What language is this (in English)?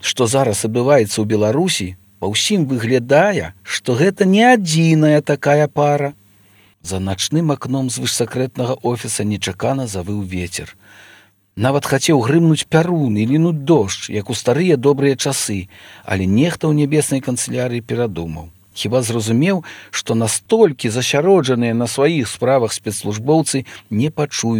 Belarusian